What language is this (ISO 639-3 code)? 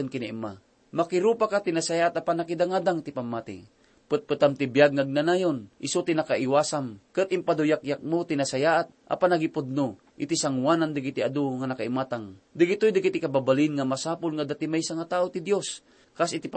ilo